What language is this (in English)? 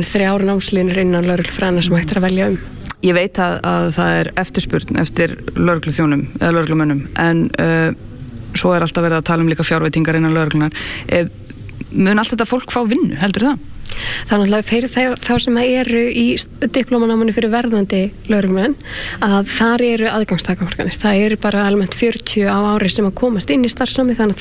Icelandic